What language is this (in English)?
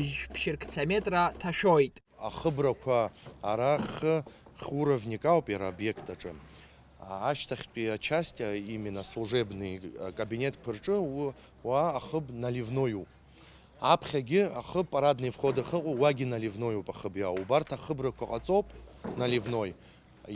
Abkhazian